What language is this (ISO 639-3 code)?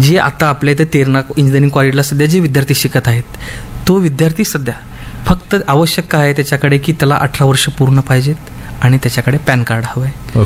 mar